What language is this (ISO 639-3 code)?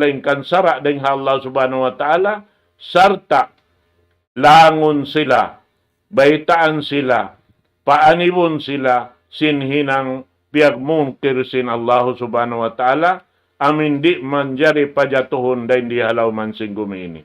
tsg